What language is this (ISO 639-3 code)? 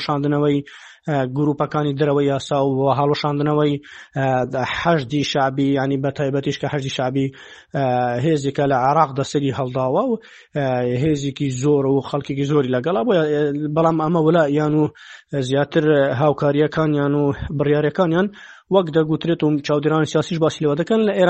ckb